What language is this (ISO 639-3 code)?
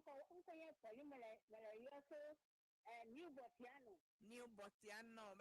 ewe